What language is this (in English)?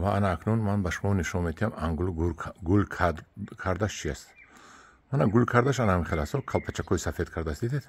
Tajik